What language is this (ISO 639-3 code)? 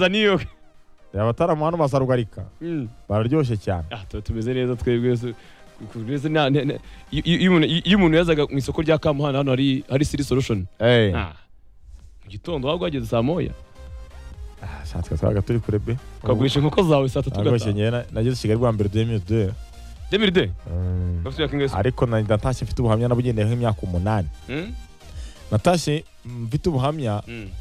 kin